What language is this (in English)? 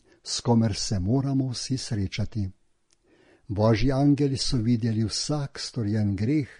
Slovenian